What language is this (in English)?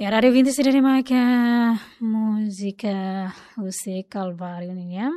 Tetum